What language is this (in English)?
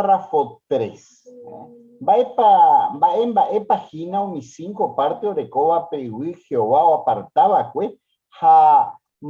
Guarani